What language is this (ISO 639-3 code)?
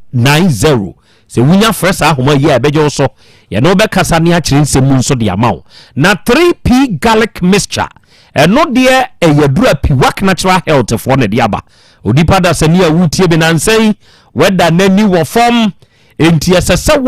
aka